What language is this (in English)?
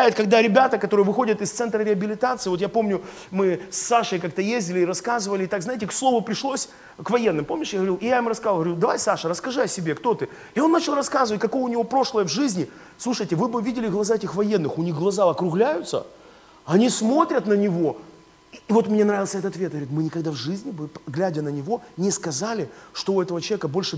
Russian